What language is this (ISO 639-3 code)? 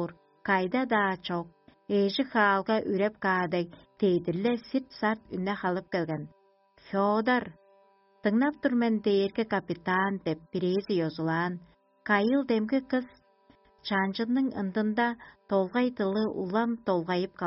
tyv